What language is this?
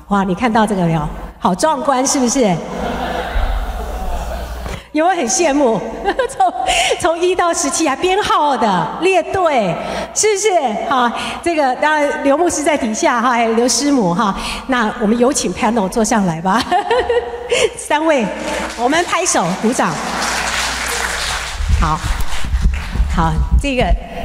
Chinese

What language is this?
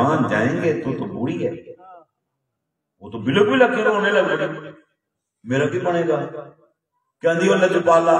Urdu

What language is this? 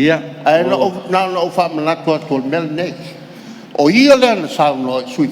Samoan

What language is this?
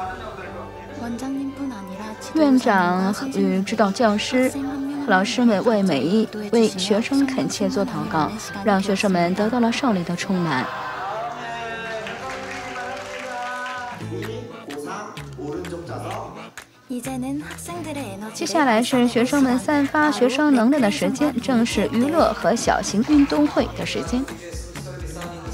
Chinese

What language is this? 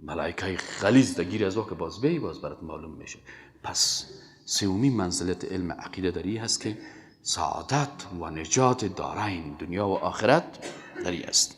Persian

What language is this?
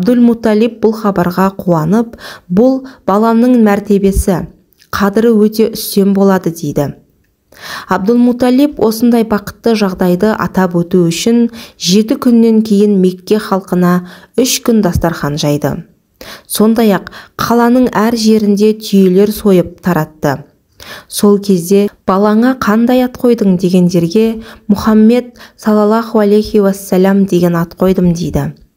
Kazakh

